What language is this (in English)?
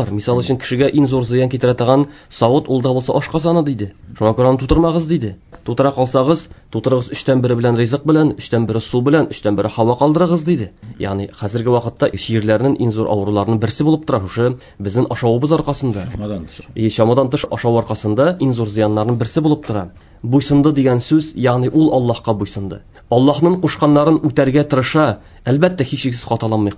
Tatar